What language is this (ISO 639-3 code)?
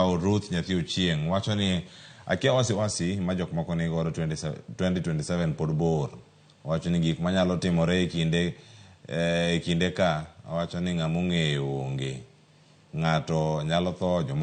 luo